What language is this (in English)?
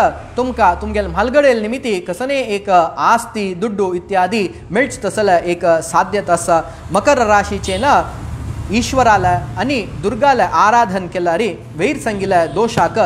Konkani